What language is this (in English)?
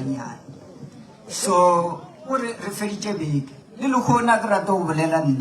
Northern Sotho